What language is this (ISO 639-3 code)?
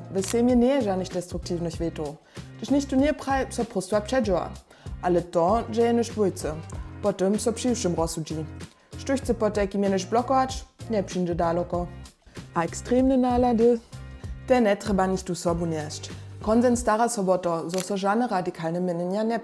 hsb